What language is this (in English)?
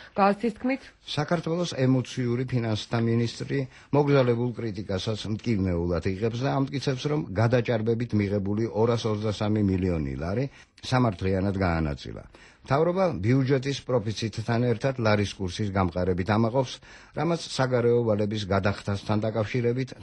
Georgian